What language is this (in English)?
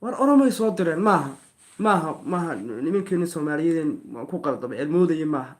Somali